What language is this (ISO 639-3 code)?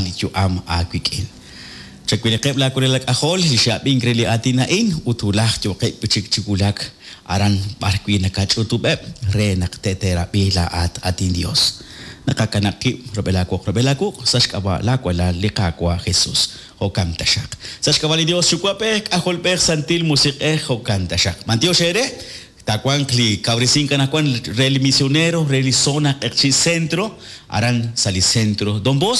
kek